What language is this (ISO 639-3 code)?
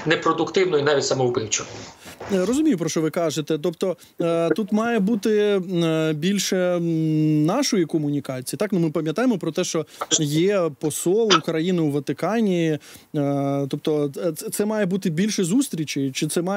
ukr